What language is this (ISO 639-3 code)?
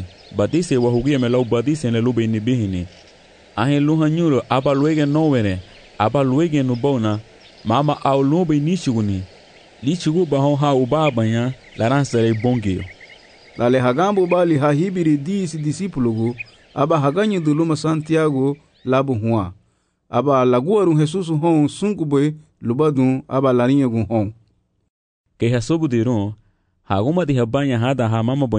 cab